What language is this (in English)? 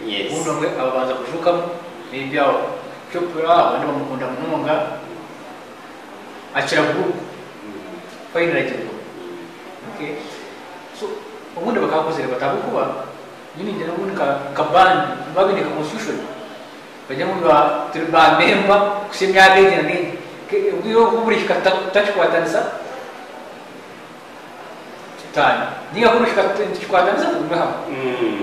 Kinyarwanda